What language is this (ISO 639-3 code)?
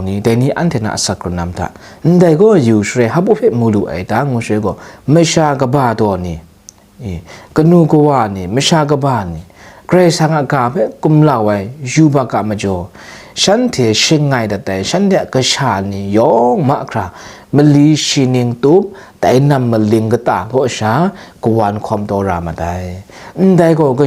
kac